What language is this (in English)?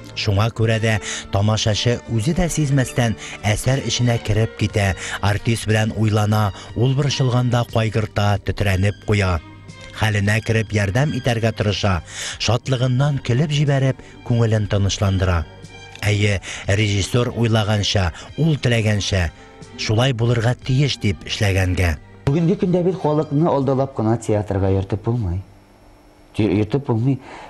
Tatar